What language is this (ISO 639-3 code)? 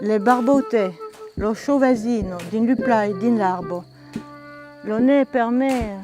oci